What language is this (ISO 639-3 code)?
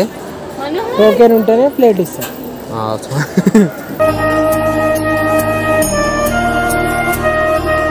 tel